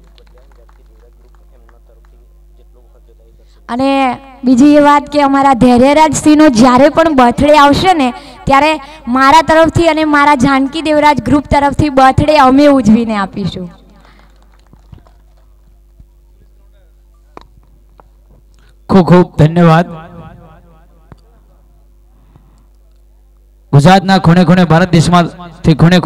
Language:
Gujarati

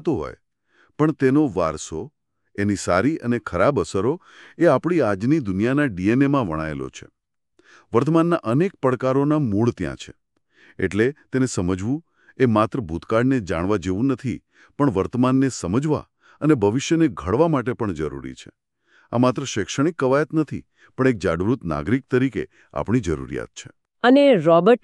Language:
Gujarati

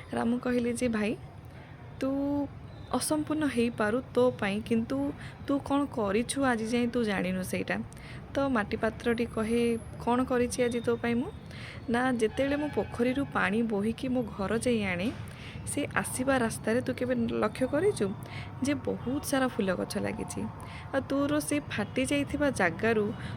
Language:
Odia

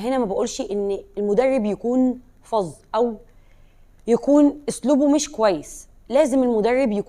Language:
Egyptian Arabic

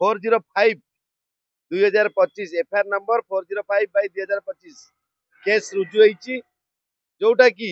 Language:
Odia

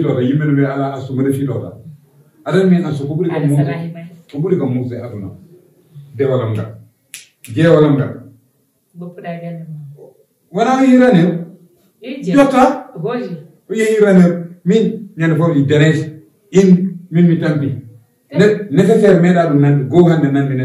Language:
Fula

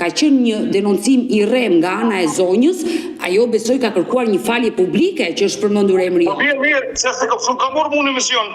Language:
Albanian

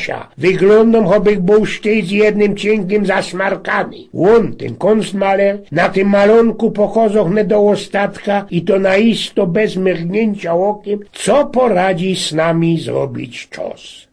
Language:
Silesian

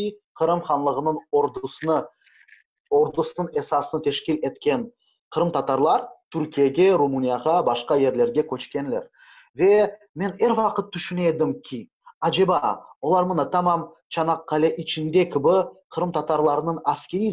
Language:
Crimean Tatar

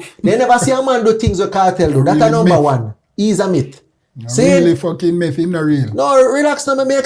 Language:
Jamaican Creole English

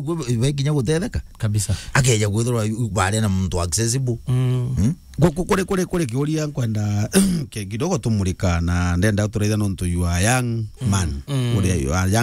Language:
Meru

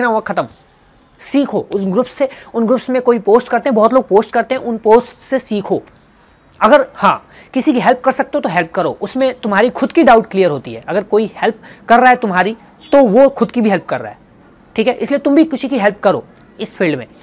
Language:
Hindi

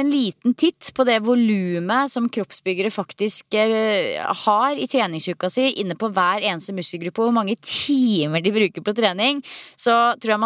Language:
Norwegian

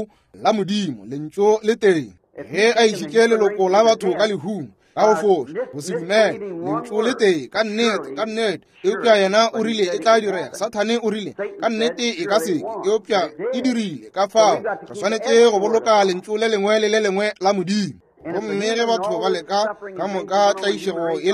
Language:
Northern Sotho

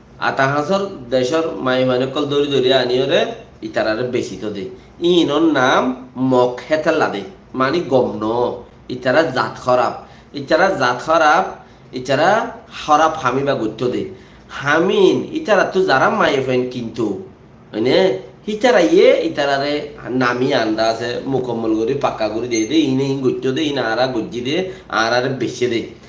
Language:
Rohingya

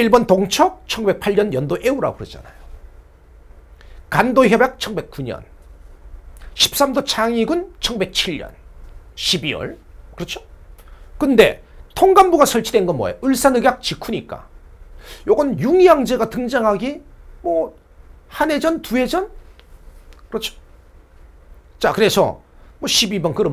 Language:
Korean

